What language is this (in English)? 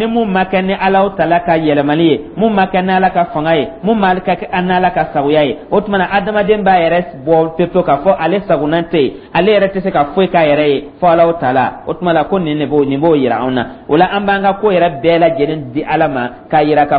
Dyula